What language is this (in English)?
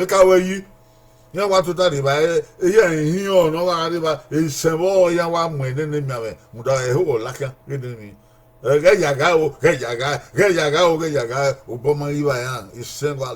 Bini